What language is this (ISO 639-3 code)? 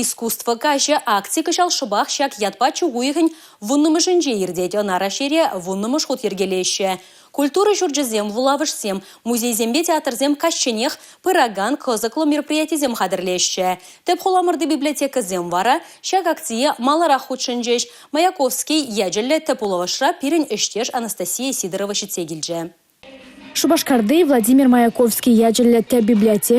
chv